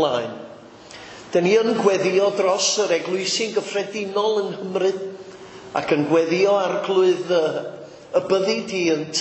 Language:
Welsh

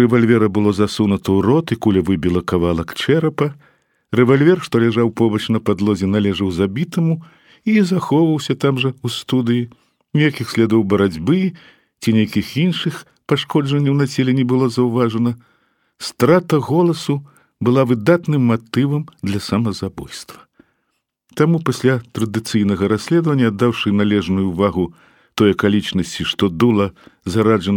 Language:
Belarusian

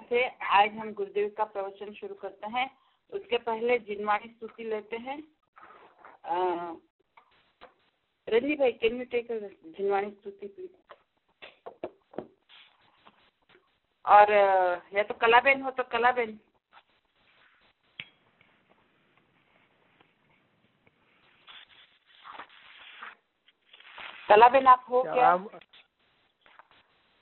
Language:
Gujarati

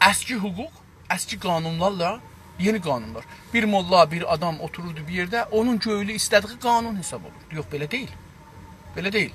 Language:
South Azerbaijani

